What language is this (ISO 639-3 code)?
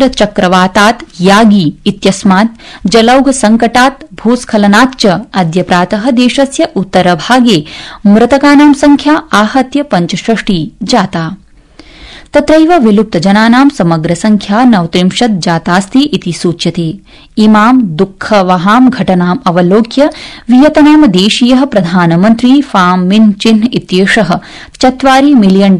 san